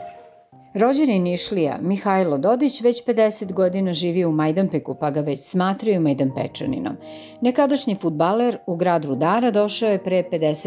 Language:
Serbian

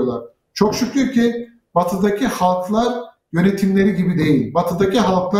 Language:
Turkish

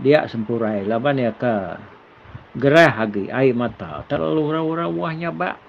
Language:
Iban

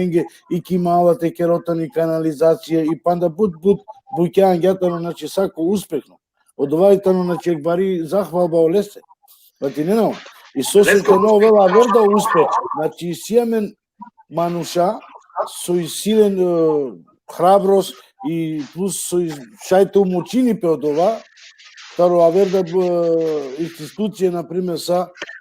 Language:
Balkan Romani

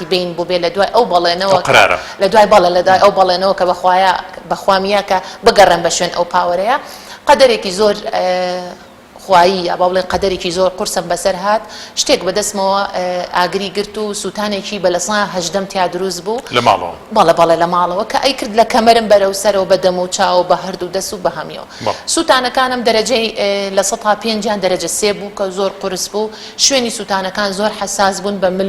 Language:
Central Kurdish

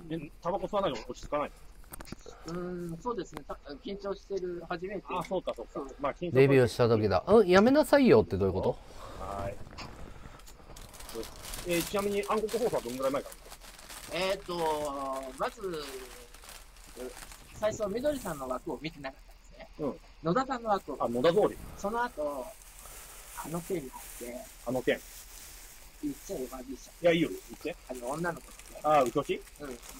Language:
Japanese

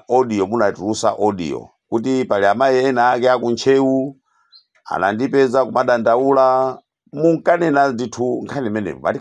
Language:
Nyanja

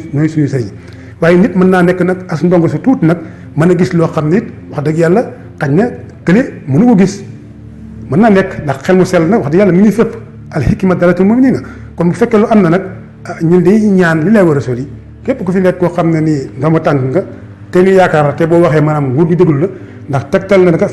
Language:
Wolof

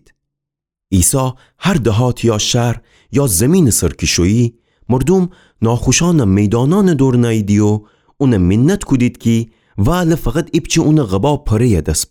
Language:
Gilaki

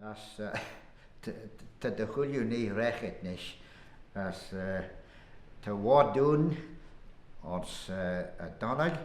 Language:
Manx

